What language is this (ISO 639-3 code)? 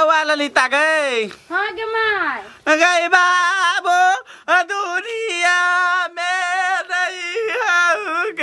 mai